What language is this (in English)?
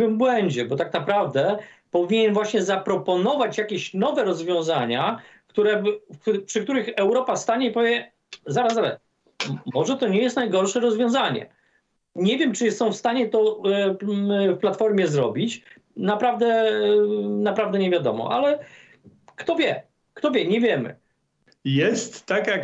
Polish